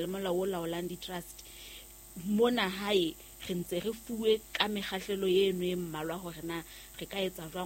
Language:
Southern Sotho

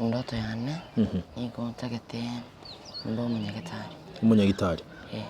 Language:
Gusii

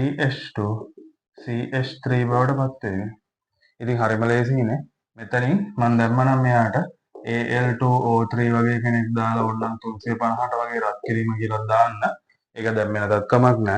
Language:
Sinhala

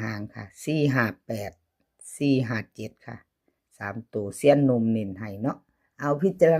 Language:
Lao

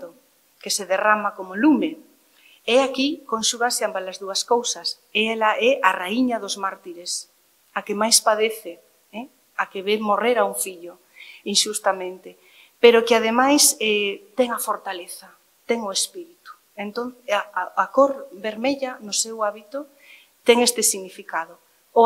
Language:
Galician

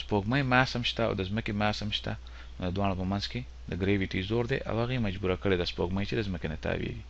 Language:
Pashto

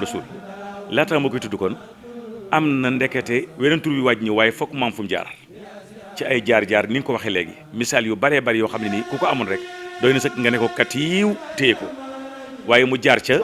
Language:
Wolof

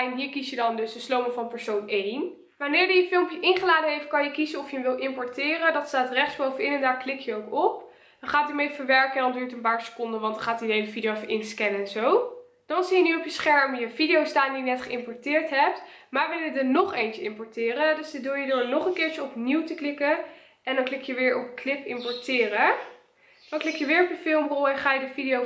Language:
Dutch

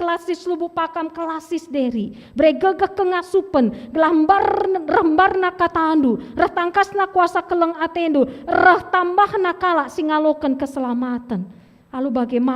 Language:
Batak Karo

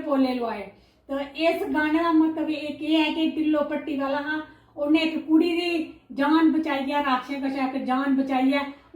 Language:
Dogri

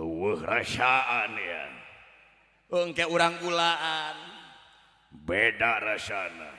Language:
Sundanese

